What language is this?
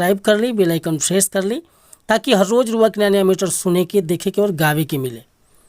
Bhojpuri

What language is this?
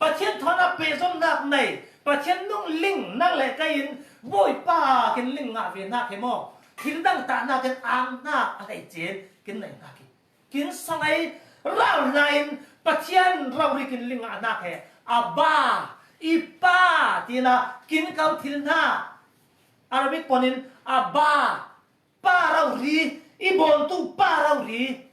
Falam Chin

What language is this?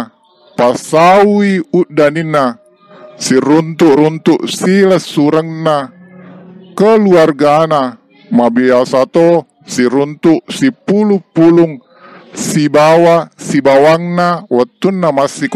Buginese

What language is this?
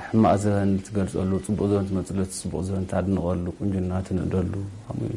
Tigrinya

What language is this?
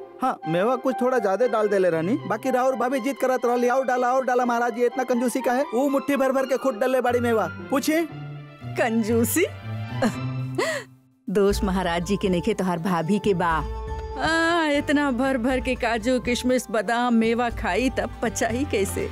Bhojpuri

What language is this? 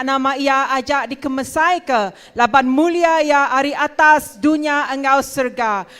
Iban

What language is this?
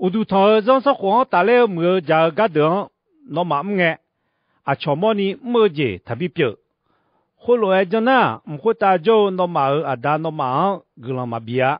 Akha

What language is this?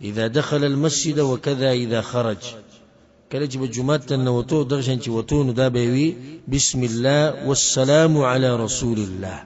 Pashto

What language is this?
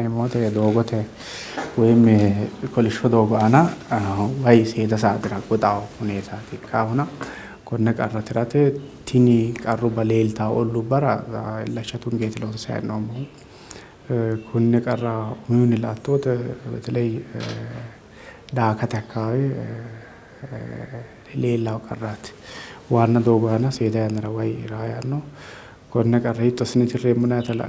Sidamo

